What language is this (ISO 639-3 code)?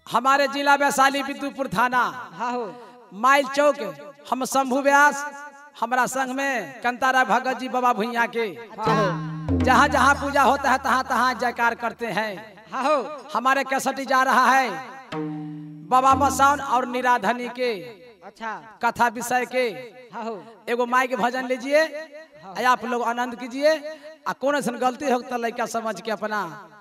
bho